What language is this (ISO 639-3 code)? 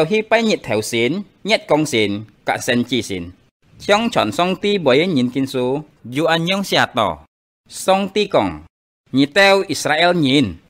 hak